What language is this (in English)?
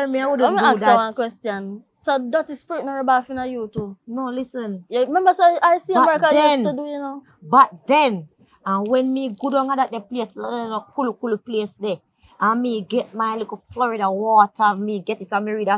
Jamaican Creole English